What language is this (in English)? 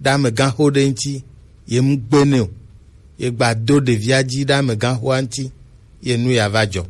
Gen